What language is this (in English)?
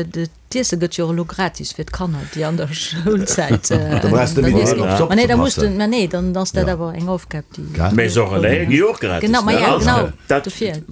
Luxembourgish